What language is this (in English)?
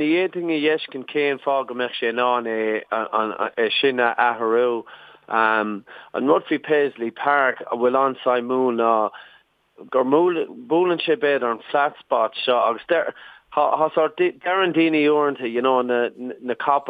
Irish